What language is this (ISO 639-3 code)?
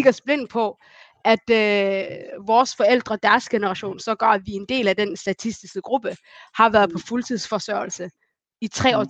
dan